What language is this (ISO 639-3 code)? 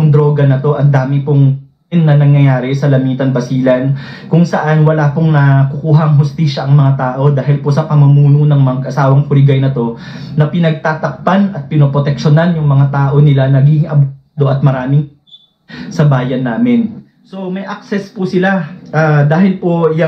fil